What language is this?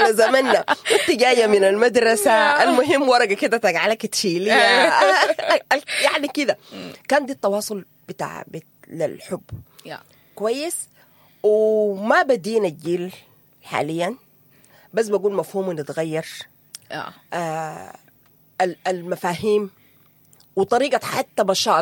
Sudanese Arabic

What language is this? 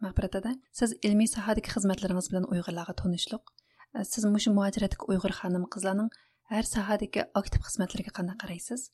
Uyghur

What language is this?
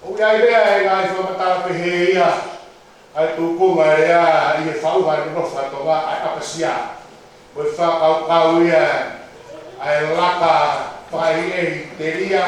Tongan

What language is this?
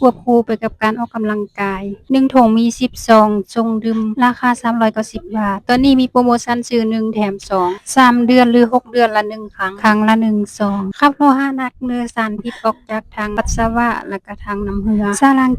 Lao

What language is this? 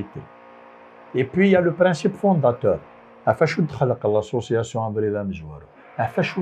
Kabyle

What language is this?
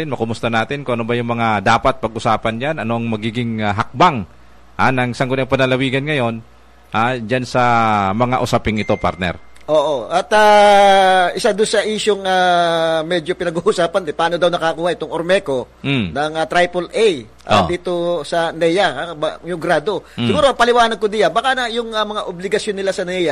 Filipino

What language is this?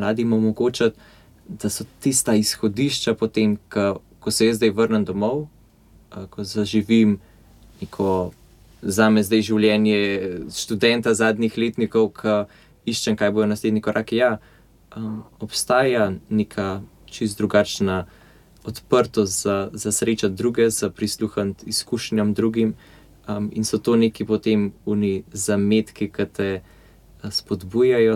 Slovenian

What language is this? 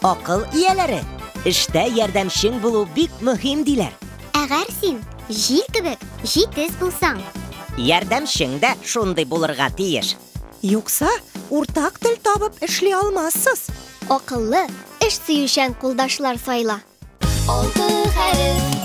Tatar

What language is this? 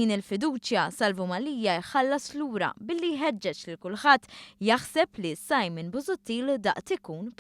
Maltese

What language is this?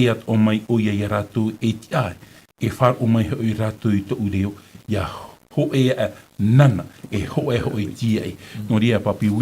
Tahitian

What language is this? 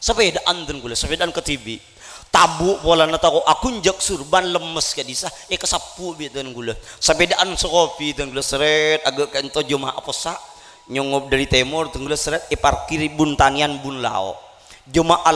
Madurese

